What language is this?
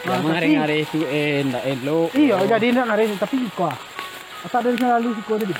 Minangkabau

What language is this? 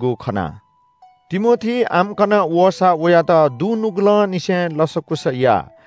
Newari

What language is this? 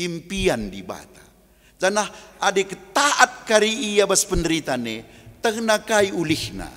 Batak Karo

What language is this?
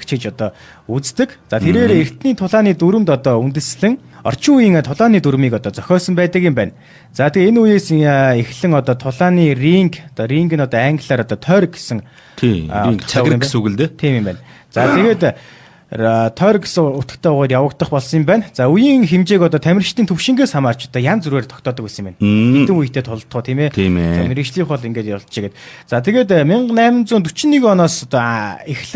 Mongolian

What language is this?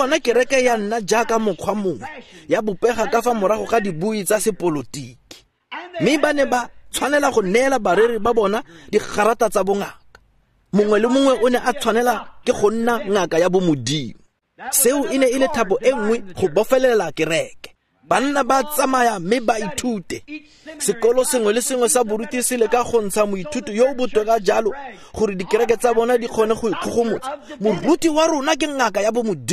Tswana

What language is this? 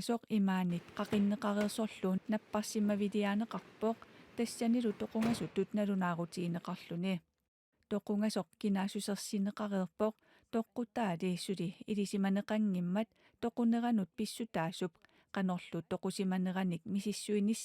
Kalaallisut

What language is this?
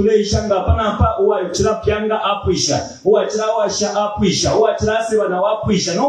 Bemba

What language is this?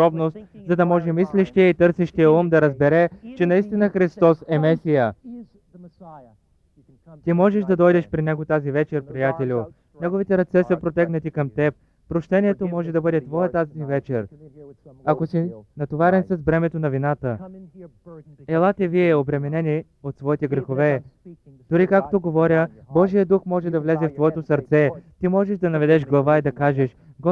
Bulgarian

